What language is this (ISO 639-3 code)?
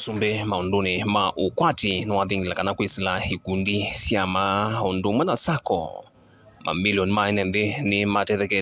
kam